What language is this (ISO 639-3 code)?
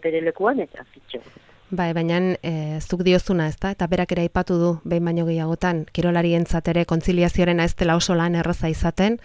eus